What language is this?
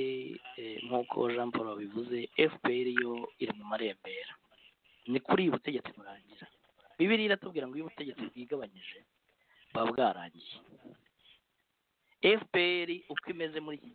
Kinyarwanda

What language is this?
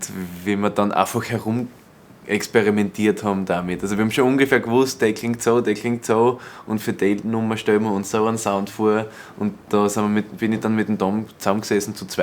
Bavarian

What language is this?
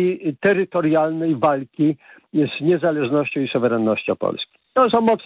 Polish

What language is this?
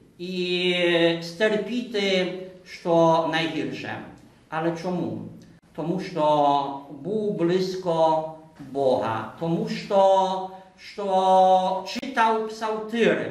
Rusyn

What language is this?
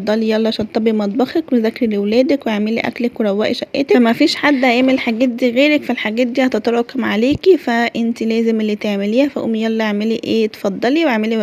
Egyptian Arabic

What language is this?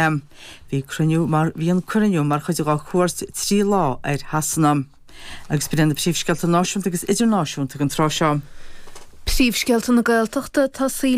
Irish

